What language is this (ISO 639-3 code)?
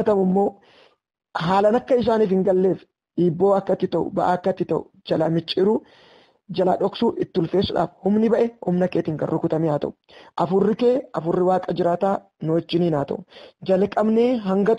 orm